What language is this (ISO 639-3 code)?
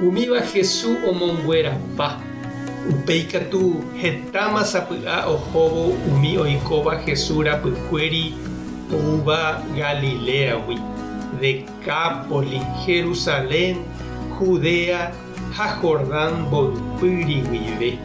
grn